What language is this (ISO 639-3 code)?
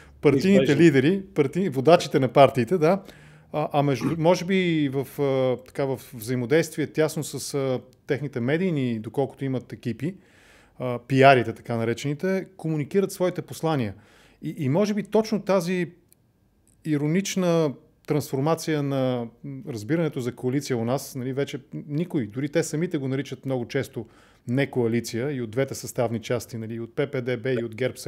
bul